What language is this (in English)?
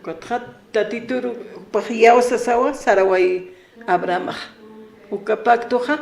Aymara